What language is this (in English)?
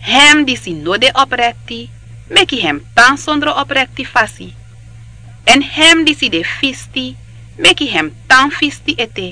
Sranan Tongo